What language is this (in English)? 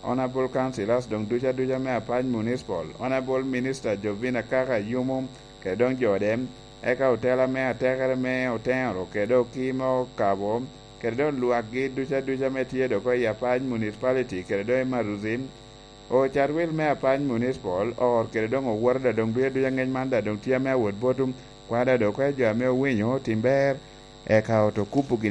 Lango (Uganda)